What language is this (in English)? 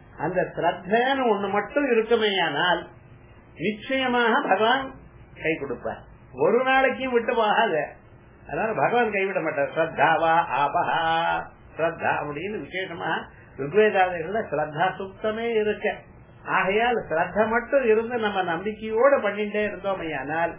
Tamil